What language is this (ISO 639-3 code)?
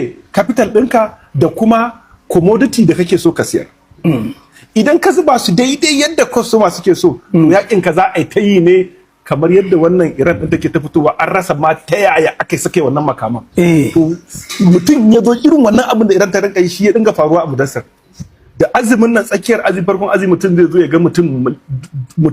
hau